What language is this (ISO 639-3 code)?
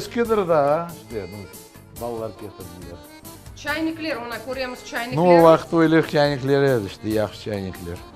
crh